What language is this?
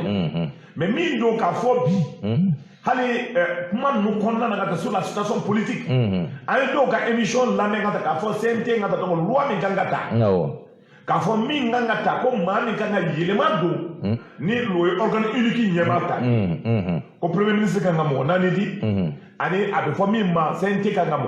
Bambara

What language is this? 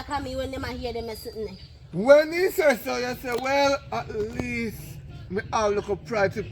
Jamaican Creole English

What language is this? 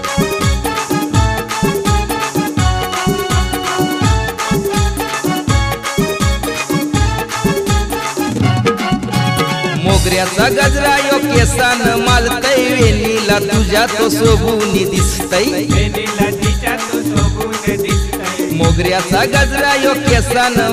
Marathi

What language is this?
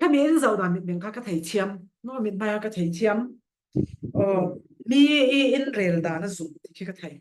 Falam Chin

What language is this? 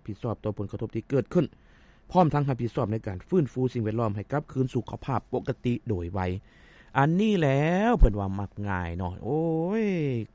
Lao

